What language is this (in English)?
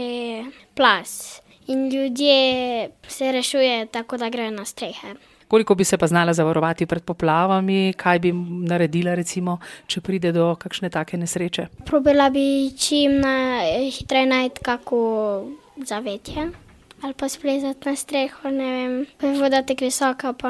Slovenian